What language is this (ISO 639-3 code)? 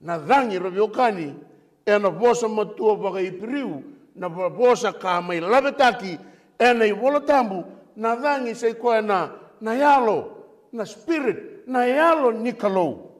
fij